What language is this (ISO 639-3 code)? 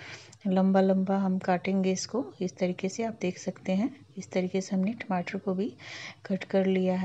hin